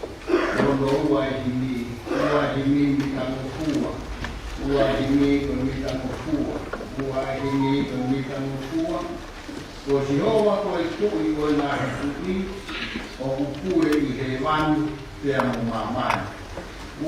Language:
Tongan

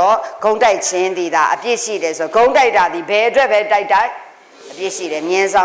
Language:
Burmese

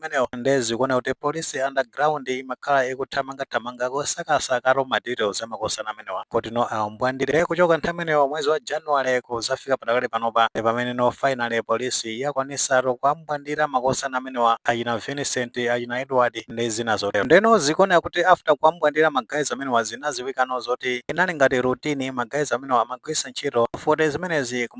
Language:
Nyanja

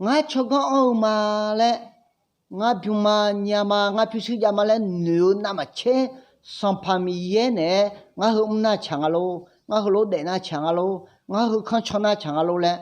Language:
Akha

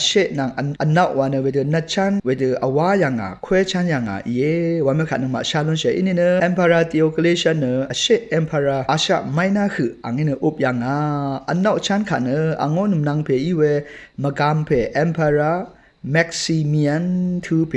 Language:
Rawang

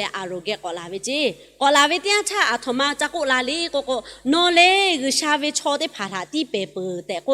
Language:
Lahu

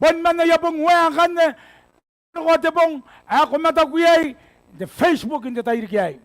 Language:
Gilbertese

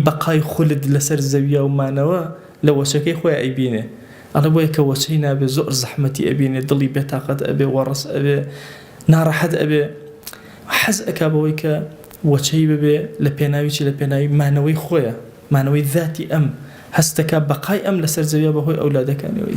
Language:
Central Kurdish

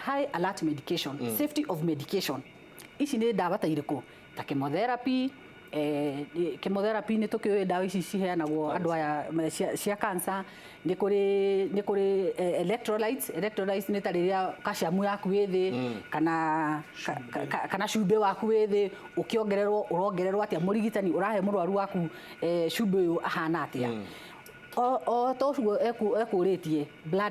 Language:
Kikuyu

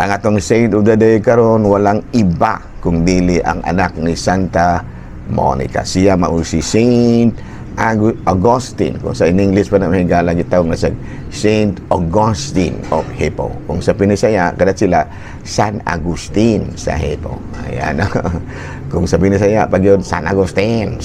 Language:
Cebuano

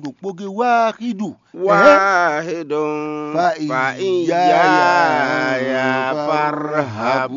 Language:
Fon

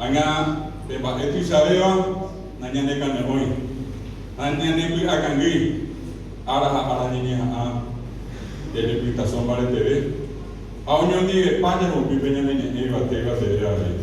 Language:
Guarani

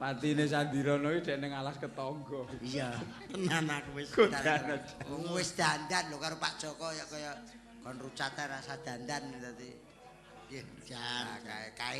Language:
Javanese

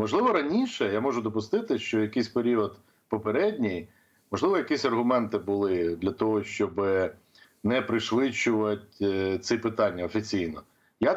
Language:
Ukrainian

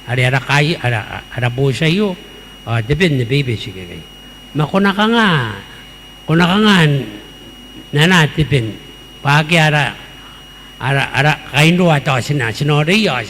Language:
Gilbertese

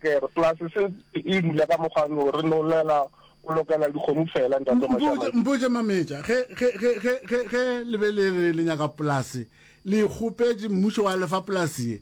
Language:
Northern Sotho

